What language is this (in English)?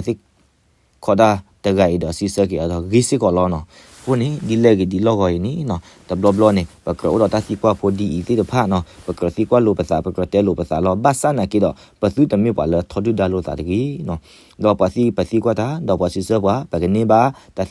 S'gaw Karen